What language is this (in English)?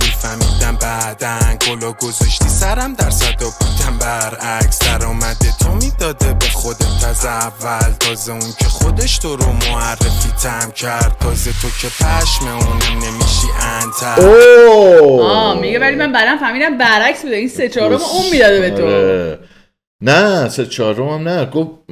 Persian